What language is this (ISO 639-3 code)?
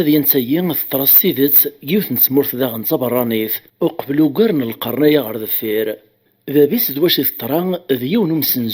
kab